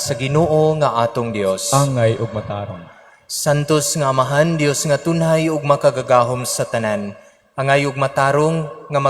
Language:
Cebuano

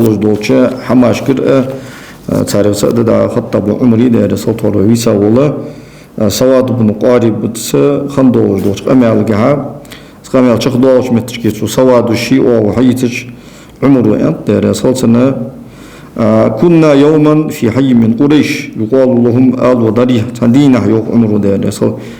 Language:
Ingush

